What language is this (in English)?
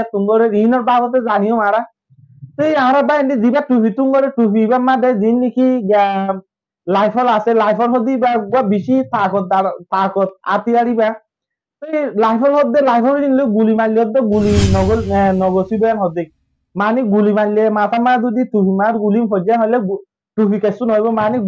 Rohingya